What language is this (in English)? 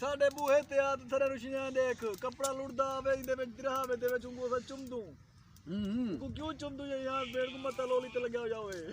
Saraiki